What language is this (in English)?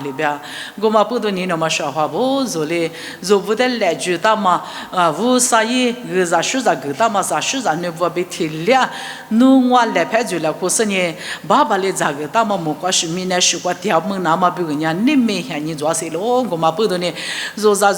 Lisu